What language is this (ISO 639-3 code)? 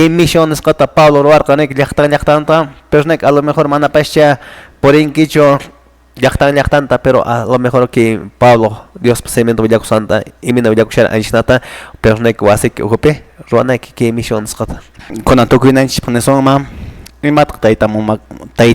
que